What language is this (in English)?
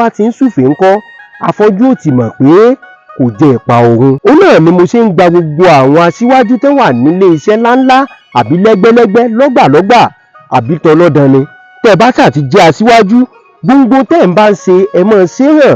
Yoruba